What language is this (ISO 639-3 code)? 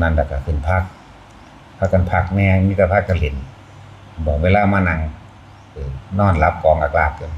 tts